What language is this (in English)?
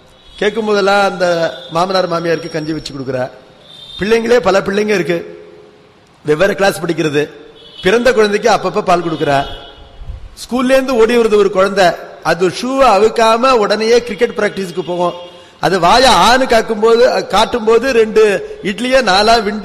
Tamil